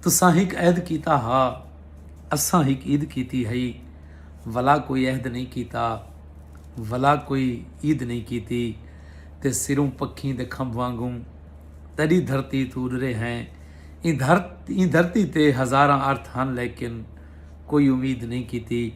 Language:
Saraiki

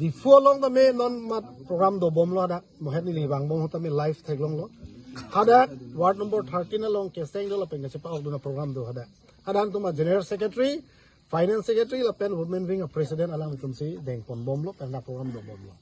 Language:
Karbi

